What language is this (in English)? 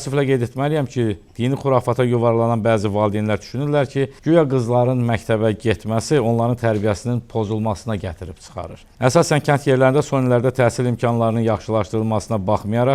Azerbaijani